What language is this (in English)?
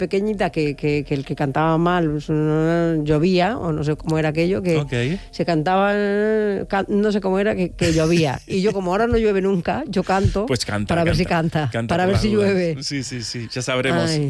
Spanish